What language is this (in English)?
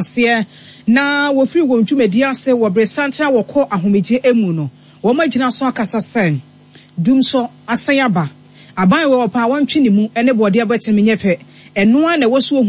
Akan